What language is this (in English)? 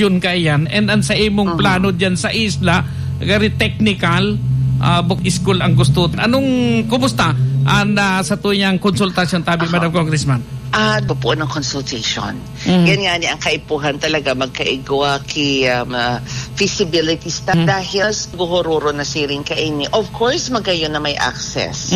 Bikol